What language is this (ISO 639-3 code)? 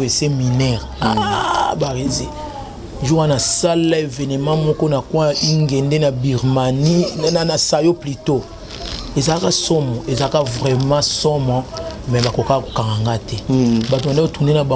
lin